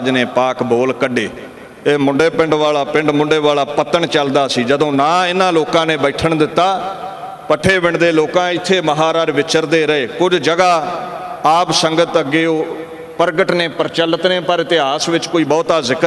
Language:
Punjabi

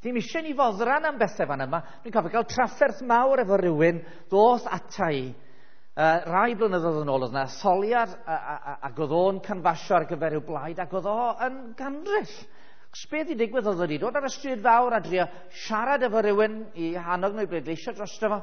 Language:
Welsh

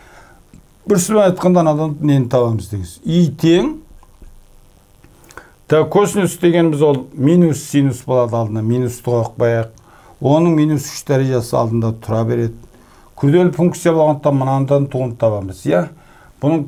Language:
Kazakh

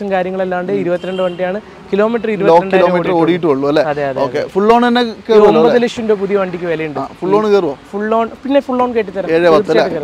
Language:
Malayalam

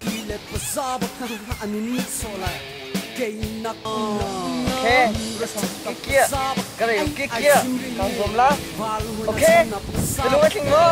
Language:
Hakha Chin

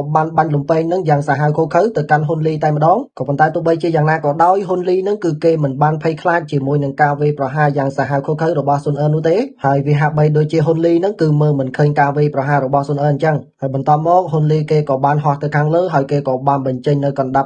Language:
Khmer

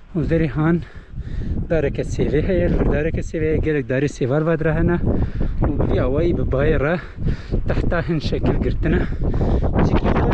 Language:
Kurdish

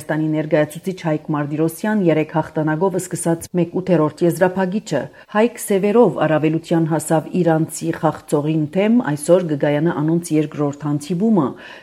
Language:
Armenian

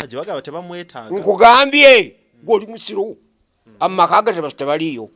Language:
Ganda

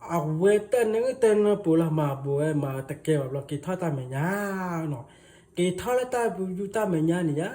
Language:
S'gaw Karen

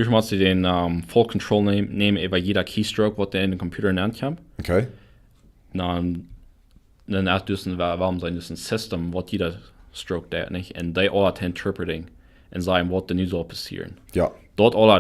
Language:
Plautdietsch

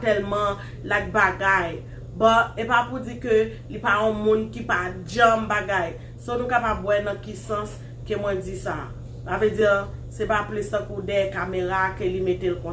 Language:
Haitian Creole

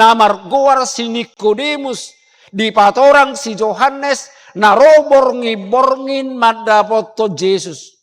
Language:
Batak Toba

